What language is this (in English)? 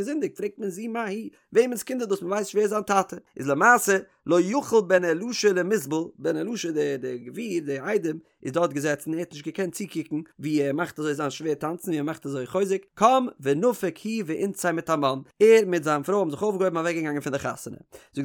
Yiddish